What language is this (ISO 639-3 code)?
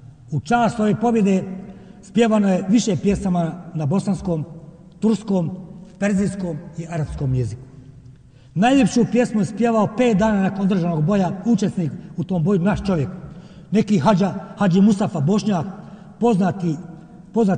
bos